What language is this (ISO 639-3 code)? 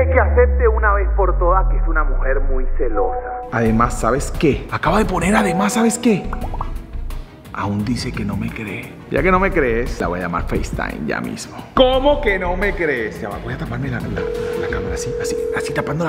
spa